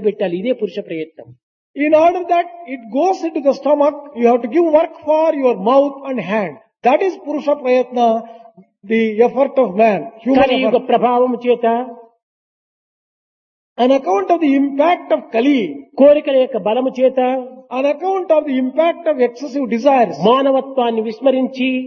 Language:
Telugu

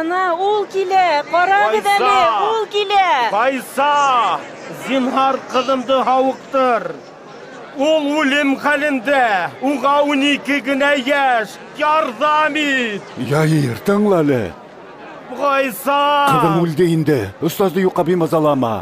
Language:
Bashkir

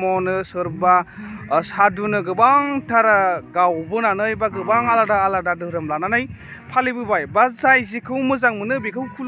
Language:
Bodo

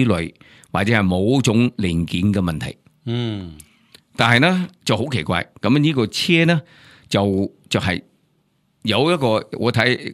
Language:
Cantonese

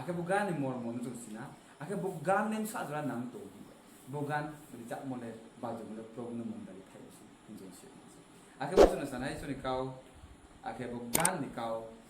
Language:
Riang (India)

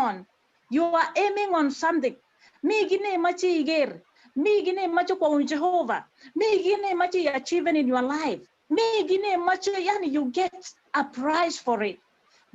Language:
Kalenjin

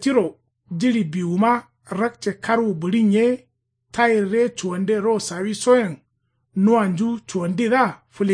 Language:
Kanuri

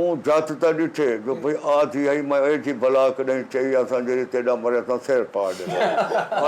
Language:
Saraiki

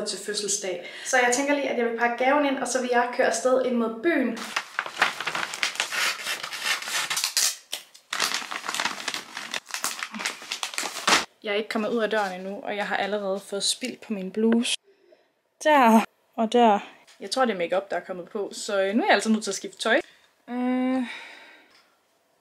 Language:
Danish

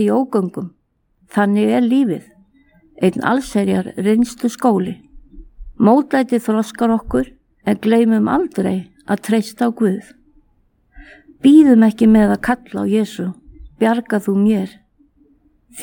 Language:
Icelandic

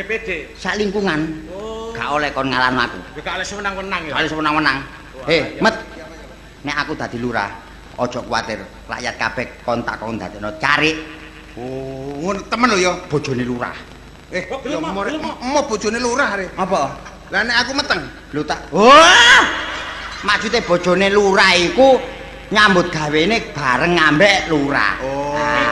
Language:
Javanese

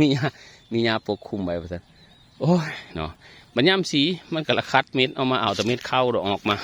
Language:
Northeastern Thai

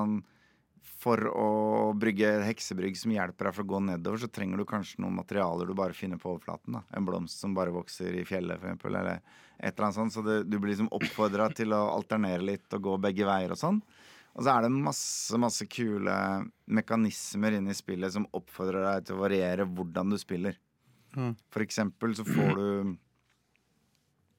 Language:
Norwegian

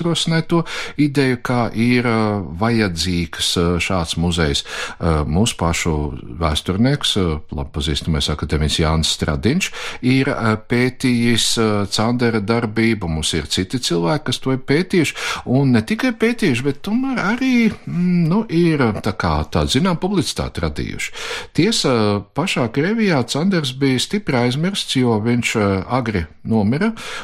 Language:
Latvian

